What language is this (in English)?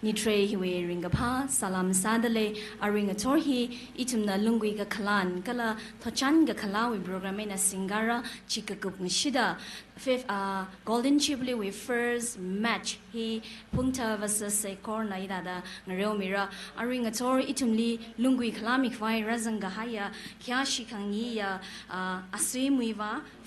Tangkhul Naga (India)